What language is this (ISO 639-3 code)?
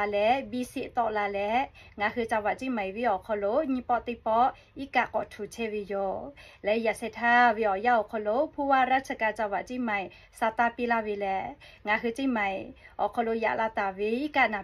lhu